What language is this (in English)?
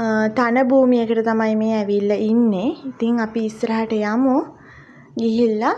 Sinhala